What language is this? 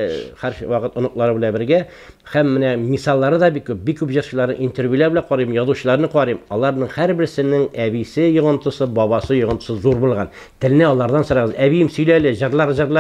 Tatar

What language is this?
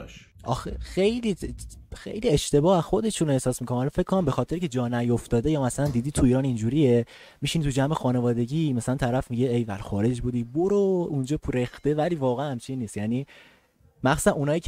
Persian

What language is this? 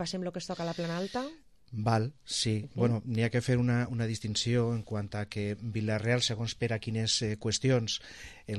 Catalan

